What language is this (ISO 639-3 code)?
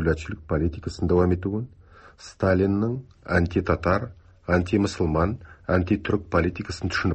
tat